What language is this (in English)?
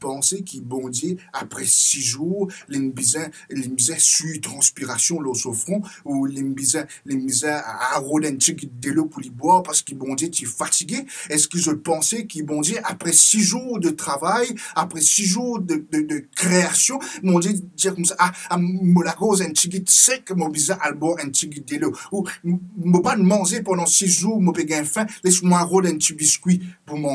Morisyen